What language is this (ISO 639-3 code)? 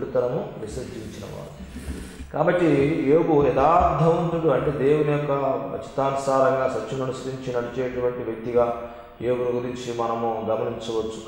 tel